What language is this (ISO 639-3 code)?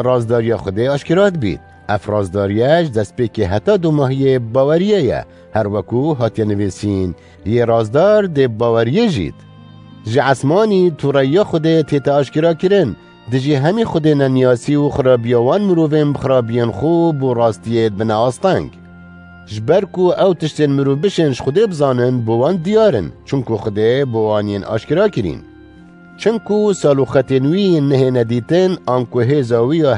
kur